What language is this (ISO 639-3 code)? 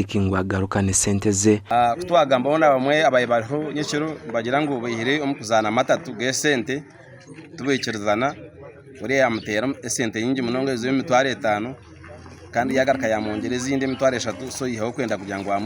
nyn